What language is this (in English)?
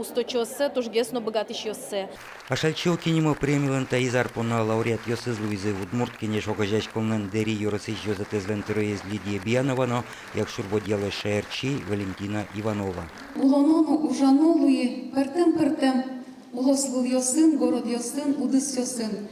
Udmurt